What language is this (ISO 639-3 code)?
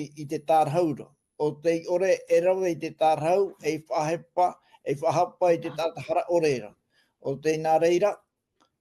tah